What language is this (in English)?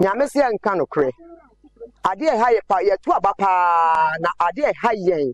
Akan